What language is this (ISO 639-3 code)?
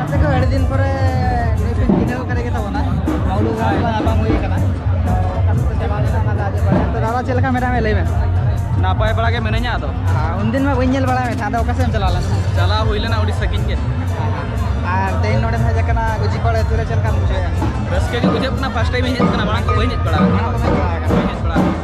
sat